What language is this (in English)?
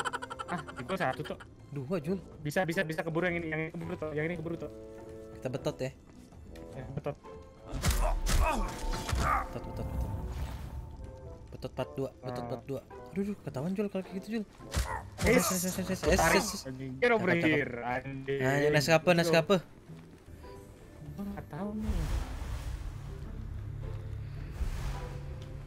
Indonesian